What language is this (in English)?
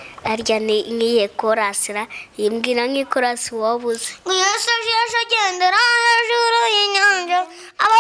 Kinyarwanda